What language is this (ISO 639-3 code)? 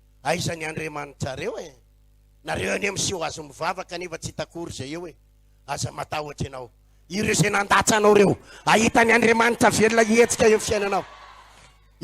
mlg